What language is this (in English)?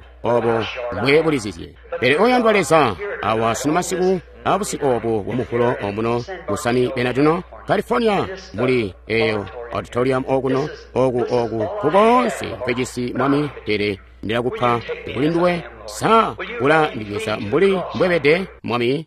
Tonga (Zambia)